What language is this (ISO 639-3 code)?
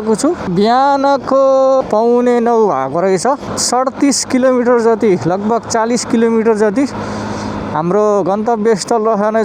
nep